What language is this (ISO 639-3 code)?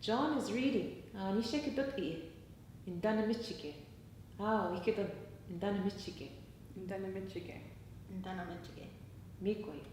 oji